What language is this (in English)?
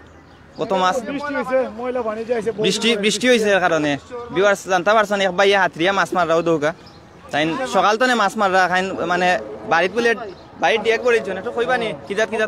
Sylheti